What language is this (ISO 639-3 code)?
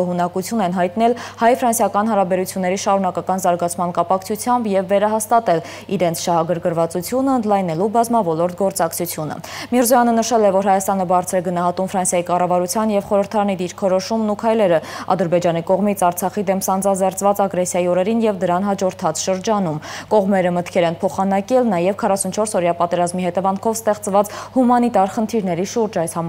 hye